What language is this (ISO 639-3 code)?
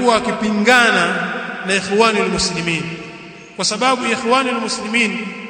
swa